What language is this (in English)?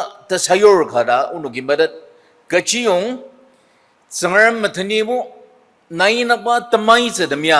Ao Naga